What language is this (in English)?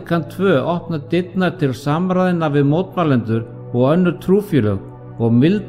Icelandic